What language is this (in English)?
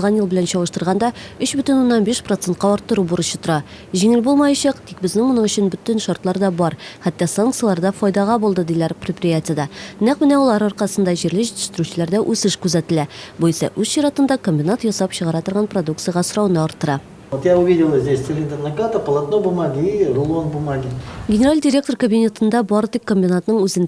Tatar